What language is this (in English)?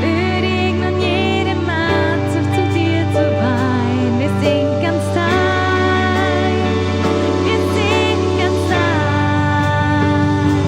Swiss German